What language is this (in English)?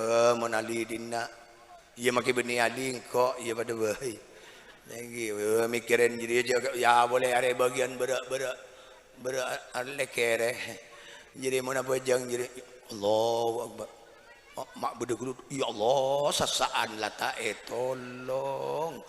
Madurese